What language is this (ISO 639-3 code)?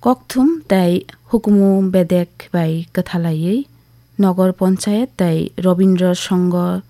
trp